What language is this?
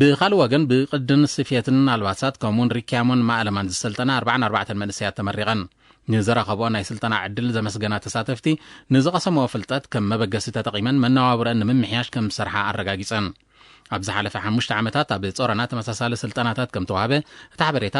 Tigrinya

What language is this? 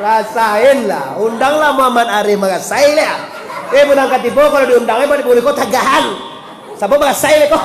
Minangkabau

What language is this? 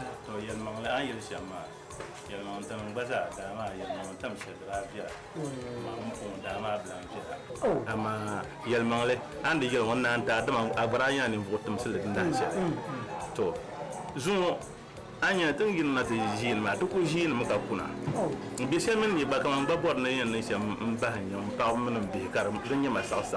Dagbani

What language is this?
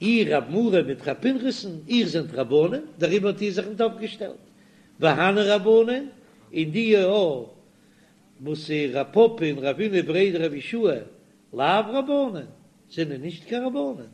Yiddish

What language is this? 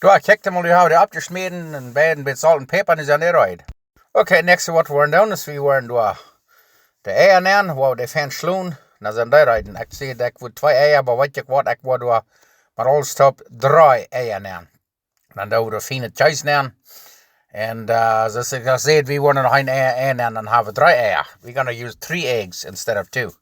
Plautdietsch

